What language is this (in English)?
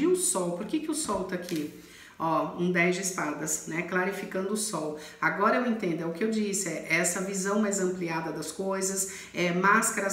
Portuguese